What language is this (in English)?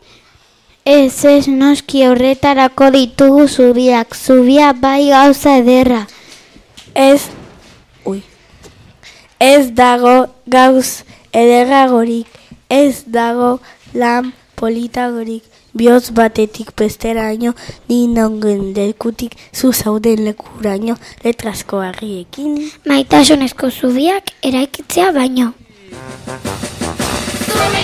Basque